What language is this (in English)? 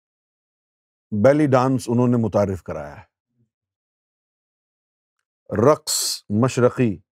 Urdu